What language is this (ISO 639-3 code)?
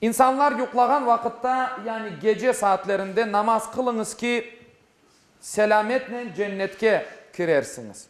crh